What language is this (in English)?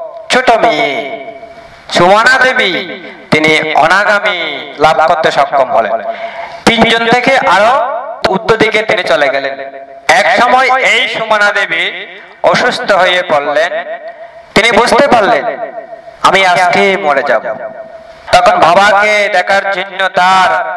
Bangla